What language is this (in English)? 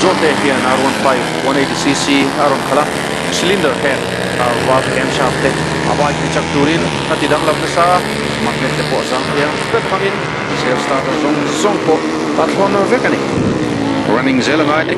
Mizo